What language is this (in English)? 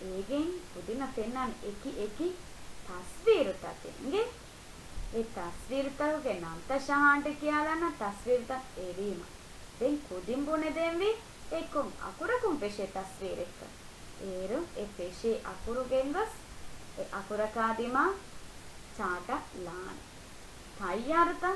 Divehi